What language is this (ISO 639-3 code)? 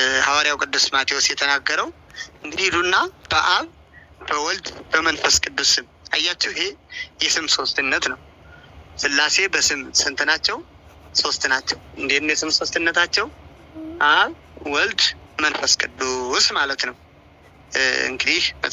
amh